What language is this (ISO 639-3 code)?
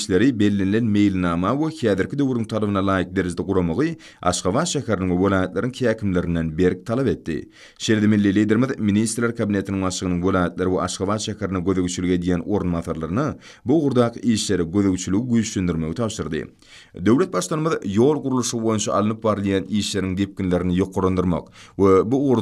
tuk